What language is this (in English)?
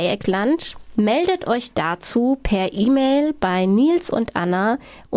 German